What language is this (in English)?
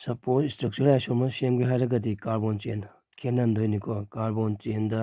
Manipuri